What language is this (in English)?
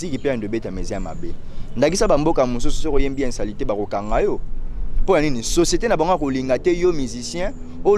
Lingala